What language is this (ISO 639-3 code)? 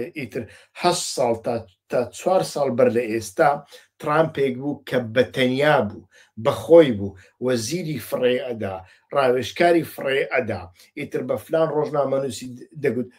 ckb